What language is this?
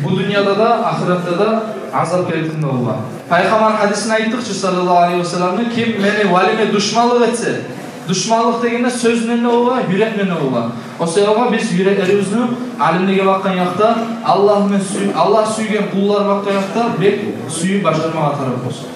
Kumyk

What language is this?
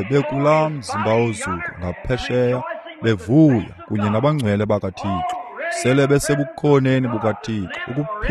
Xhosa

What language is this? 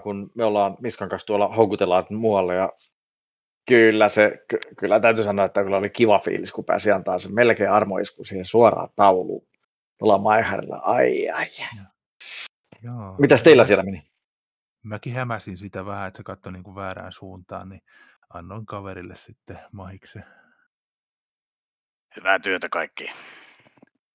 Finnish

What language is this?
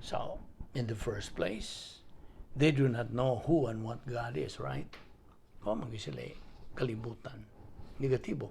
Cebuano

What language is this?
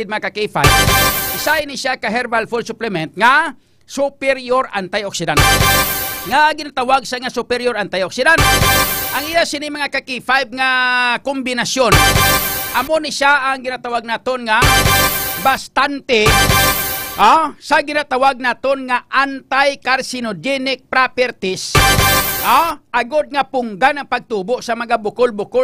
Hiligaynon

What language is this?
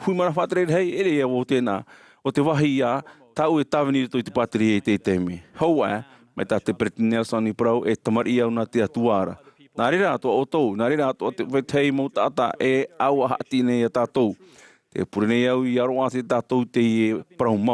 Tahitian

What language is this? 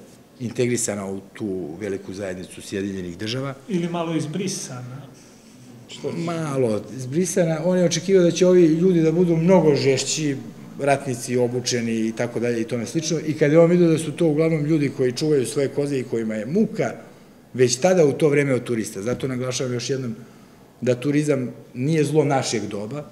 Serbian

